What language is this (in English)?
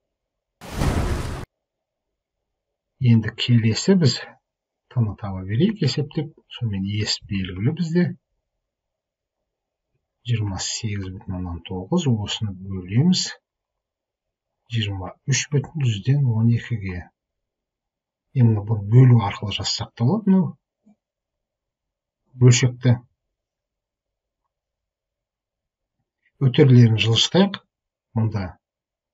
Kazakh